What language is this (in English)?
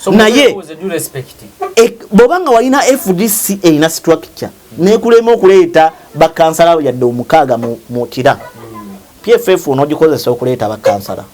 Ganda